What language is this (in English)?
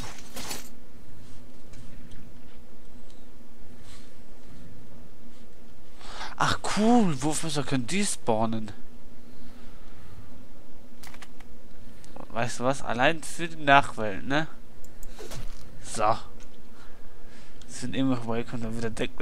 German